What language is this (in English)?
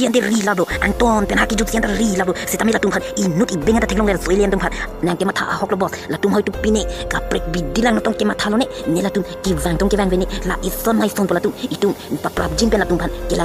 Karbi